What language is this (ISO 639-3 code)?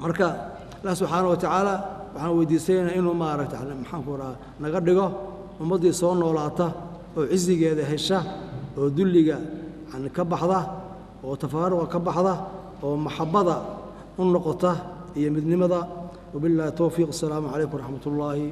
som